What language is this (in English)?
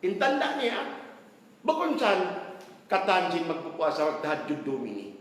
Tausug